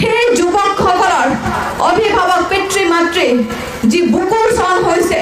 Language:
Assamese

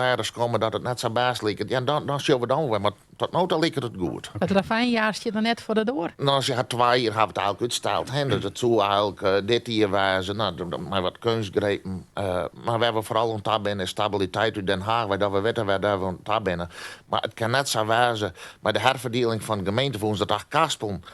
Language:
Western Frisian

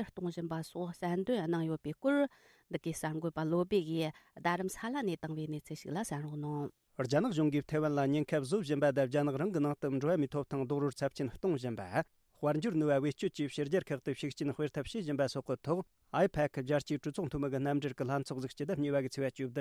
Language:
Tibetan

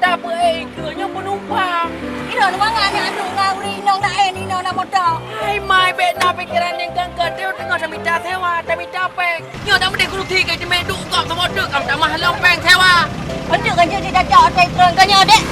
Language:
Achinese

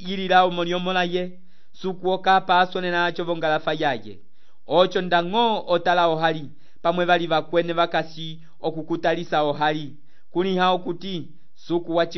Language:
Umbundu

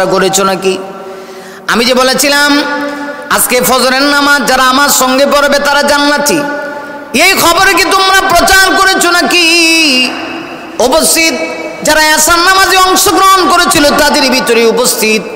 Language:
Bangla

